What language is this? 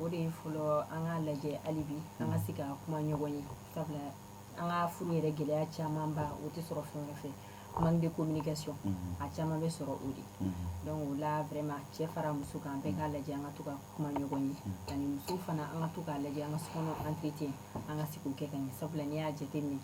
Bambara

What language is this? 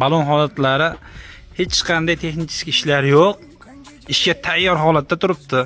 Uzbek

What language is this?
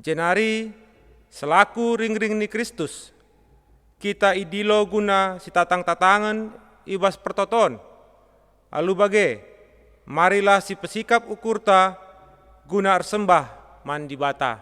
Batak Karo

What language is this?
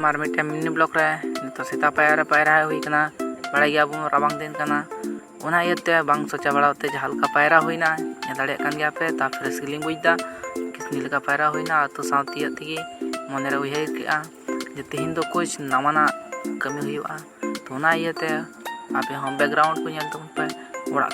Santali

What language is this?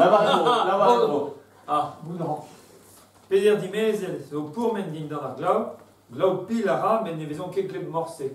Breton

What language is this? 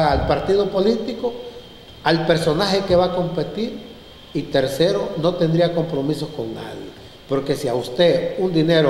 Spanish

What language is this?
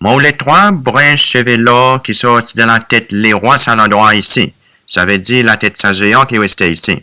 Seselwa Creole French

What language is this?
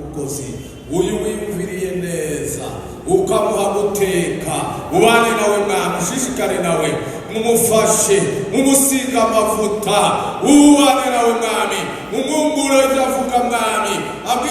Rundi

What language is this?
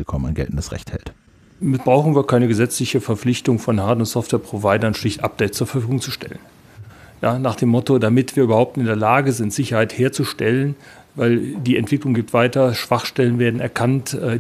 German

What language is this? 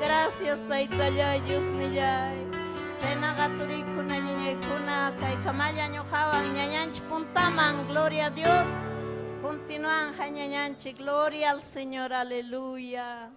Ayacucho Quechua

